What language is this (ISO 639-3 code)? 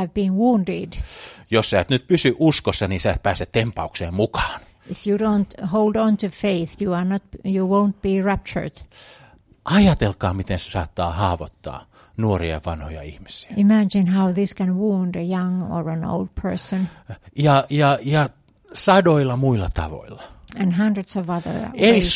fin